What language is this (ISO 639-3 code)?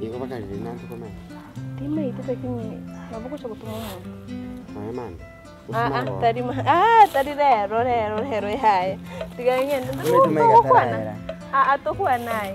guz